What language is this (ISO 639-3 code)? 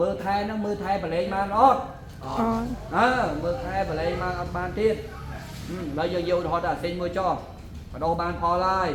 khm